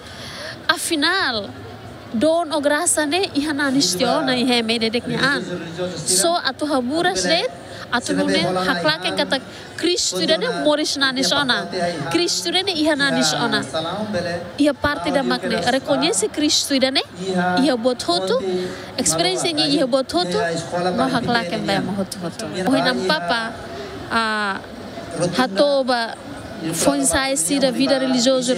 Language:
Tetum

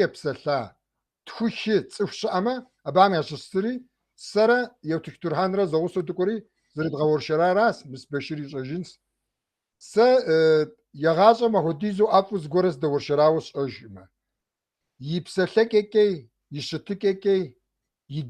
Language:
Kabardian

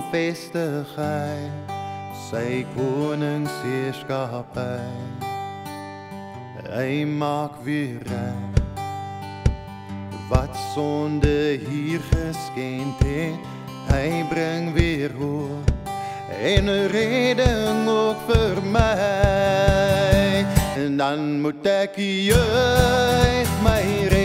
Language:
Afrikaans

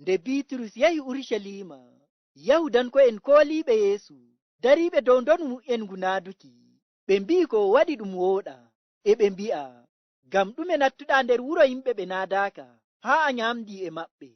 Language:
Fula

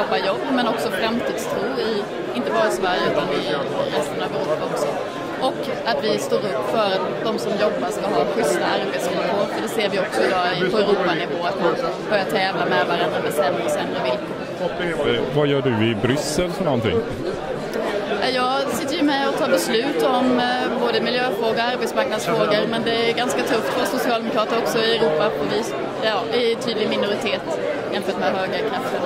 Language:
Swedish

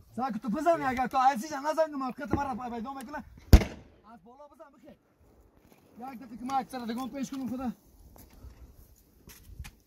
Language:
Persian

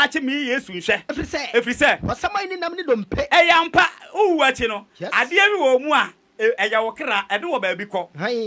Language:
Akan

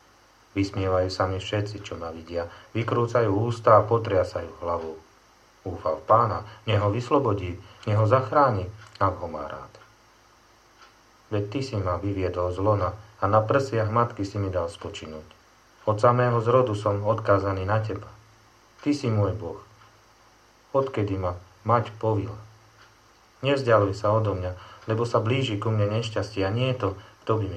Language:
Slovak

